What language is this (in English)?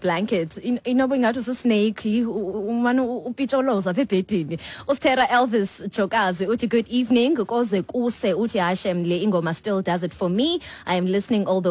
Xhosa